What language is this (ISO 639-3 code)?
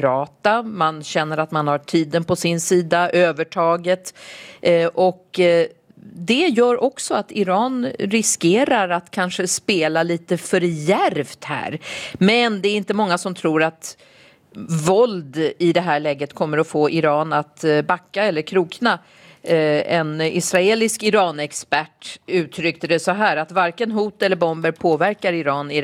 swe